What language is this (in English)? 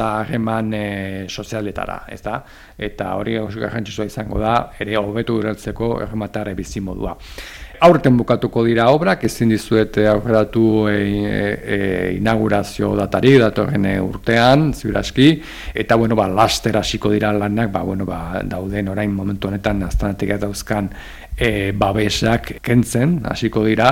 Basque